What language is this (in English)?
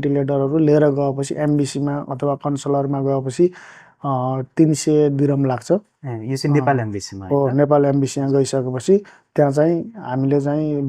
Nepali